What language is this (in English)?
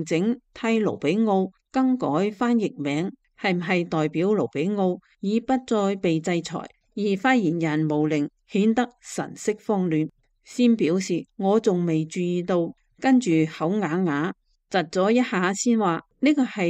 Cantonese